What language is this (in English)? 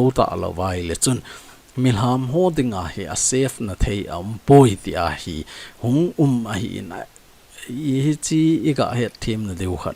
Thado Chin